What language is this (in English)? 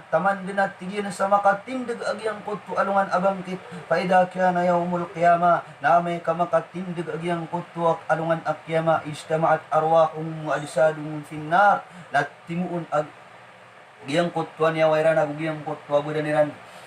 Maranao